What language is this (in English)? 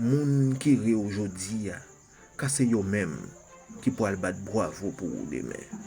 Haitian Creole